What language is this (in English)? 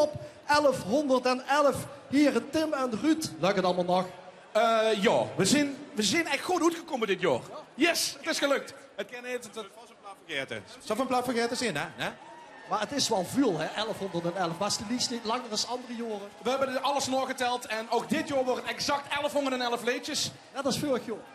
Limburgish